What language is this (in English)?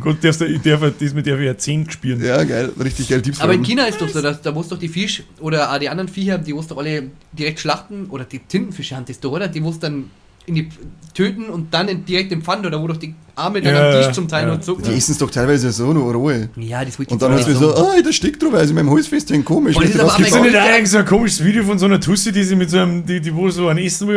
Bavarian